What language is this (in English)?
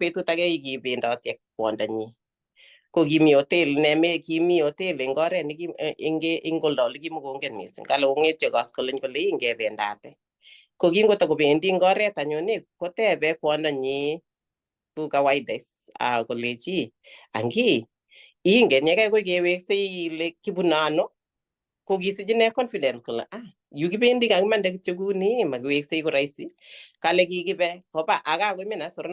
Kalenjin